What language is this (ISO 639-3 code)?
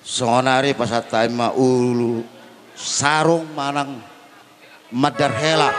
bbc